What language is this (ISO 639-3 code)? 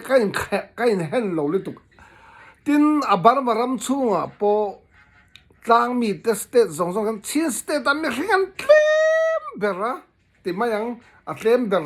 lus